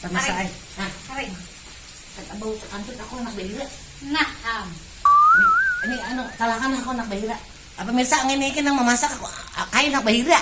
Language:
Banjar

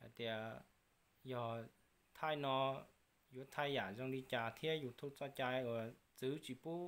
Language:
Hmong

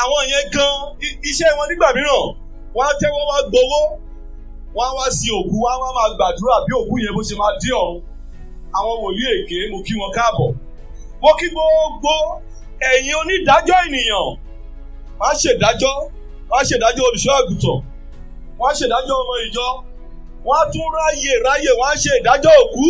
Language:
Yoruba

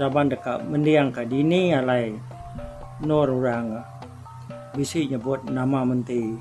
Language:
Iban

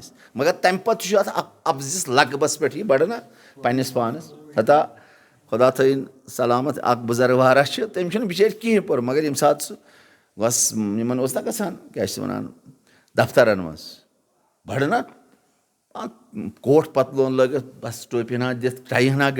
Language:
Kashmiri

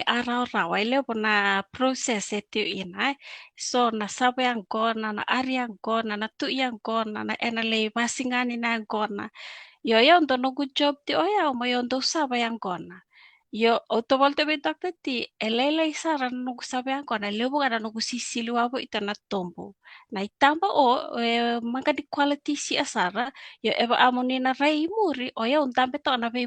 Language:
Fijian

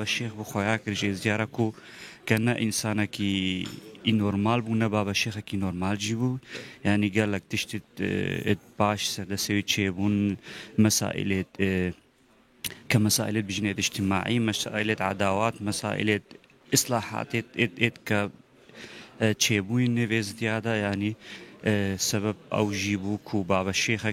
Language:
Kurdish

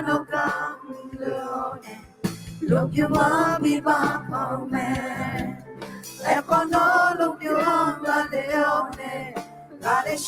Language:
Akha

